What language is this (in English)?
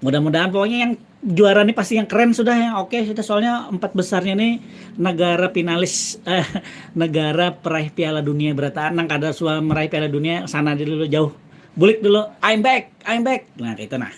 Banjar